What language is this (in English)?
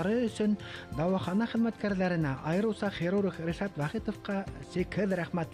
Bashkir